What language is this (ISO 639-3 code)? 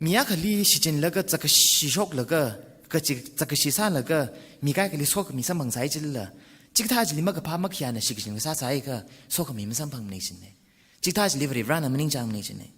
nmf